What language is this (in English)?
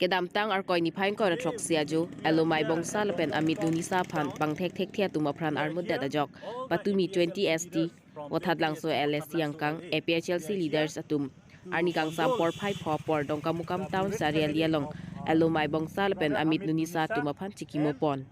Karbi